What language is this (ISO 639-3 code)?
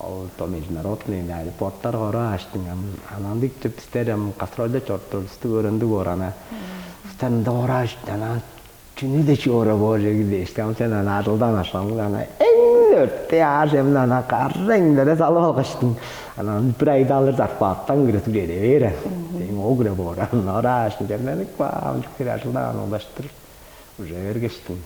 tyv